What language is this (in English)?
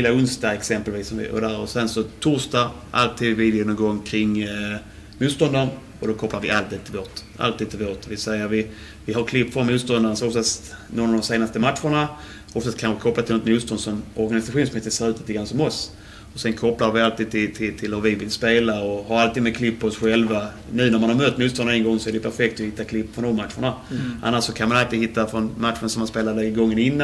Swedish